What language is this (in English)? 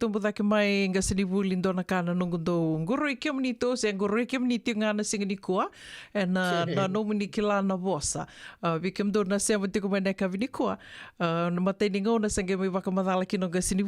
Fijian